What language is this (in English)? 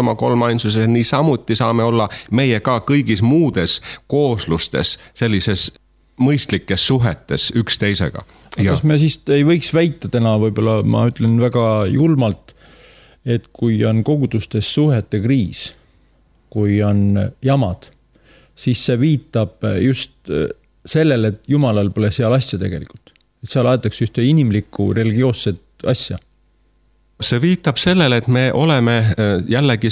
Estonian